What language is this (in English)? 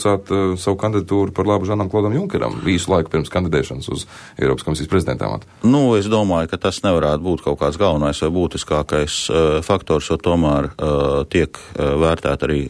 Latvian